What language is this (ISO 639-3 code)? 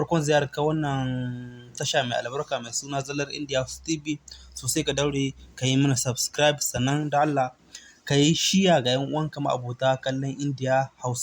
hau